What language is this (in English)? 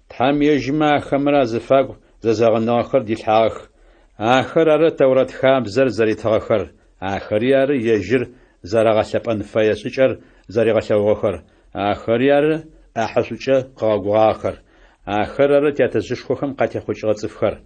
Adyghe